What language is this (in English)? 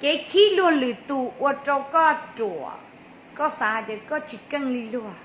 Hmong